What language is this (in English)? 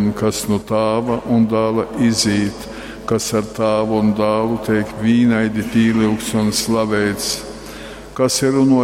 Latgalian